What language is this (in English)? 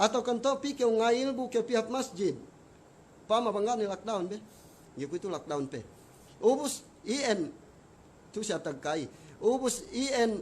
Yakan